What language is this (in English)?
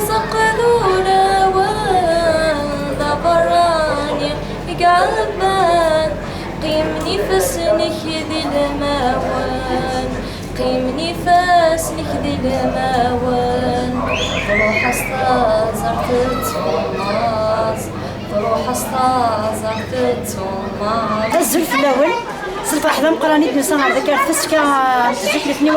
Kabyle